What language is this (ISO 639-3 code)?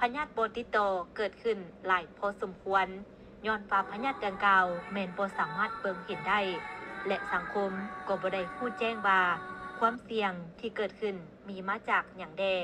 lao